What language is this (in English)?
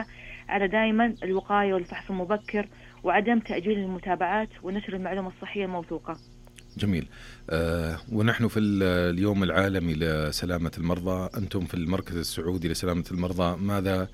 Najdi Arabic